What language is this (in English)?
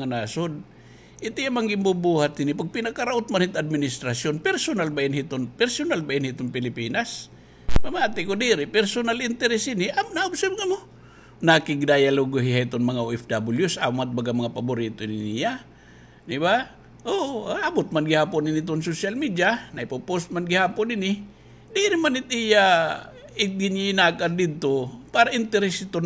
Waray